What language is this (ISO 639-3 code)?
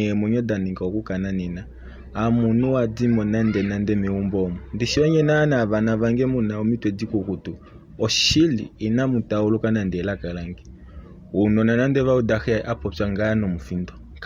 kua